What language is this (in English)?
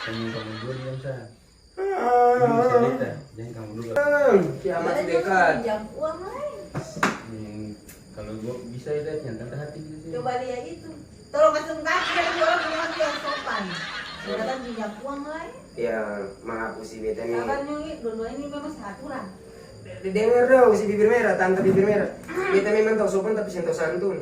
Ambonese Malay